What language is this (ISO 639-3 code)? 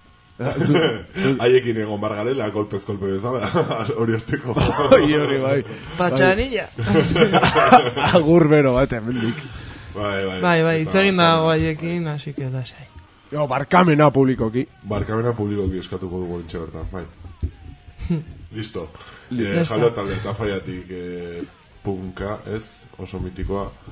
eus